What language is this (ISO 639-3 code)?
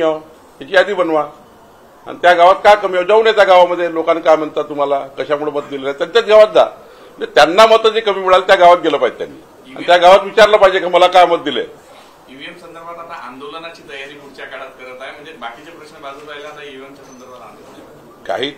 mar